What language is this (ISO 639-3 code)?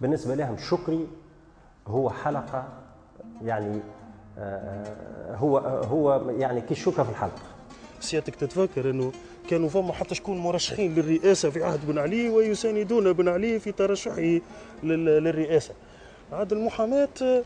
aeb